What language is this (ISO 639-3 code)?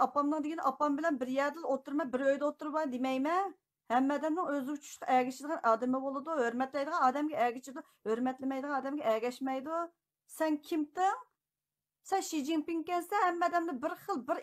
uig